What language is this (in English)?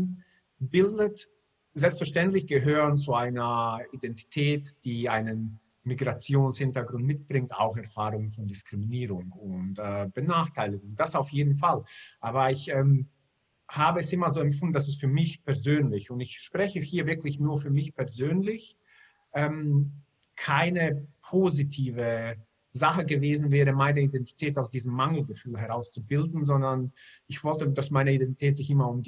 German